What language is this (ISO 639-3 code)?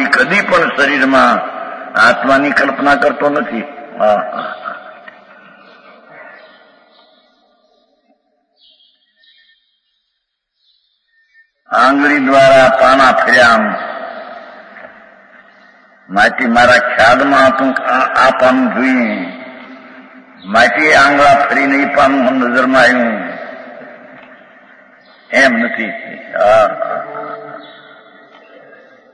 guj